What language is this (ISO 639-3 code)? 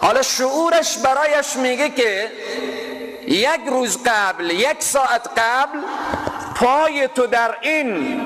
fas